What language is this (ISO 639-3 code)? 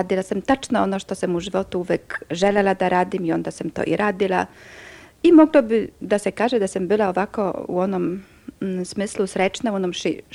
srp